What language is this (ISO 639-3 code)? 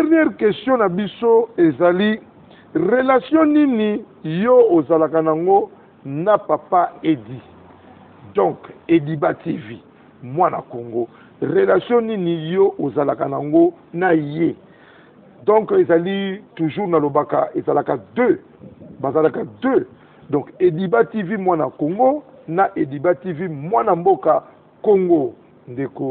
lin